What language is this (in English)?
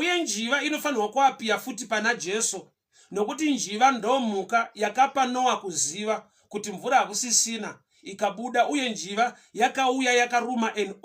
Shona